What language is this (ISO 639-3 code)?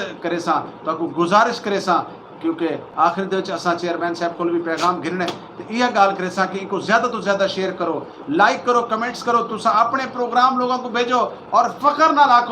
skr